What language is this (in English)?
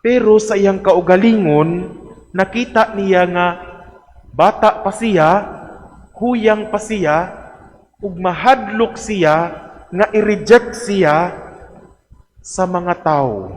Cebuano